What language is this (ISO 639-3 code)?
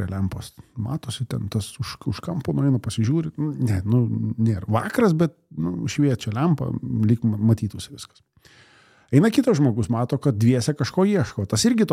lit